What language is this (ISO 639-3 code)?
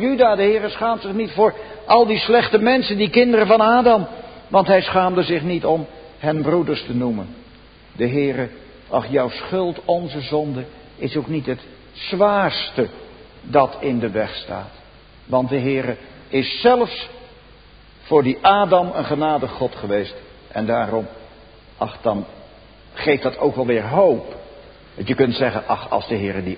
nld